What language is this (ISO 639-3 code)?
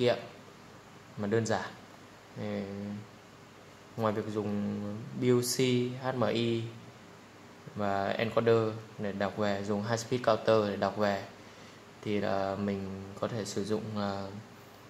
vie